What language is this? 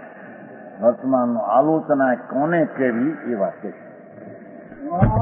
Gujarati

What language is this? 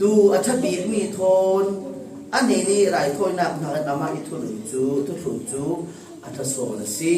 Falam Chin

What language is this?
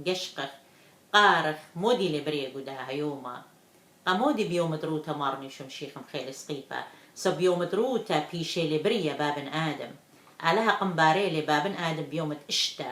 Assyrian Neo-Aramaic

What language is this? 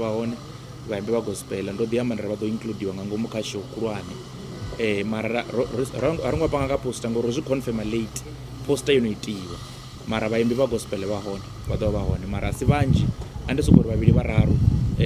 Venda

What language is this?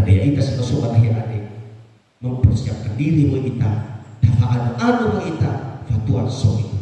Nias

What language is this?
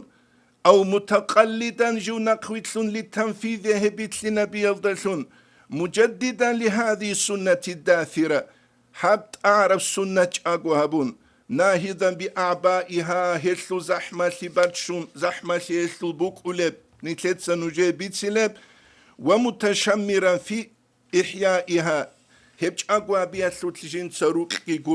Avaric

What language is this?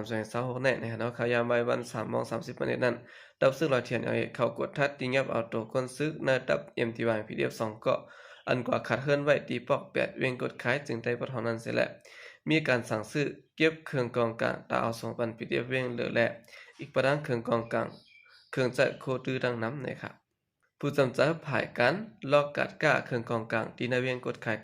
Shan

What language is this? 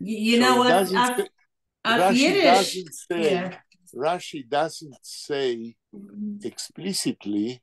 Yiddish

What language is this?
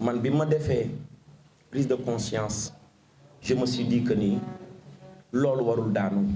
Wolof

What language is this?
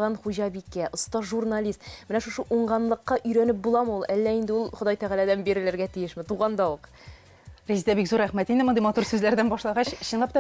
Tatar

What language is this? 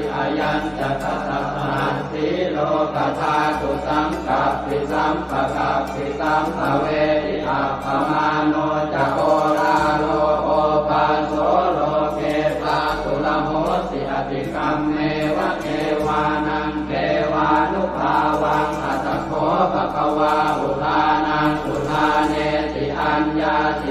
Pali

